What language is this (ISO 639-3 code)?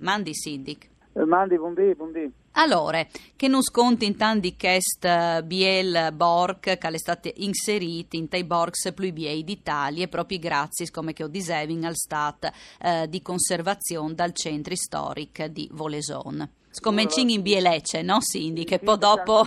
fur